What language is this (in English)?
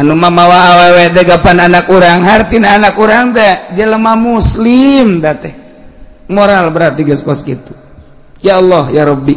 Sundanese